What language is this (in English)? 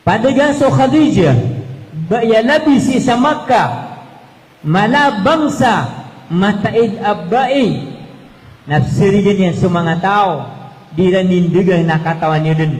Maranao